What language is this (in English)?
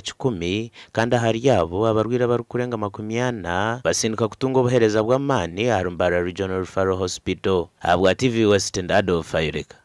Nyankole